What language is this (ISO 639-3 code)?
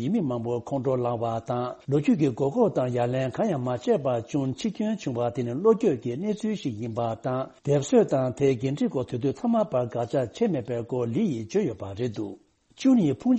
bod